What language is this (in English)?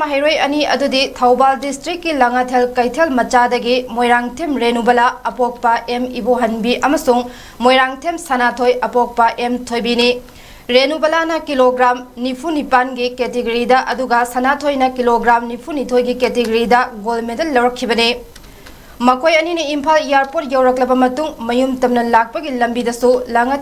Manipuri